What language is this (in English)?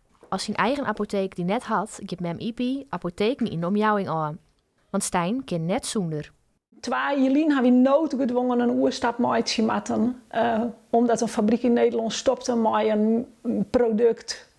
Western Frisian